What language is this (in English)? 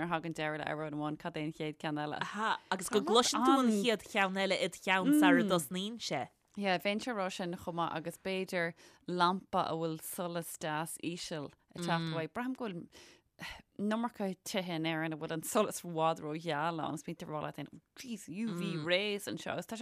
Irish